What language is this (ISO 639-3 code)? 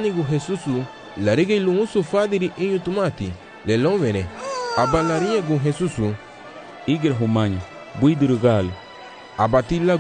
cab